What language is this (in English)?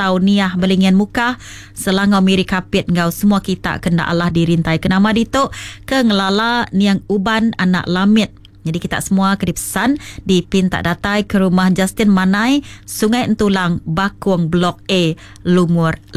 Iban